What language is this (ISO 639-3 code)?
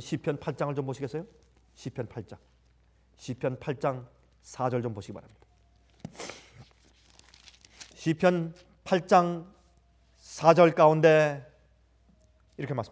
kor